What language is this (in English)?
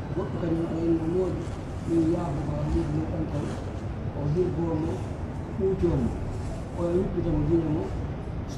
Pular